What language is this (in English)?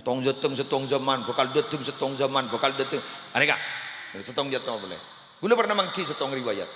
Madurese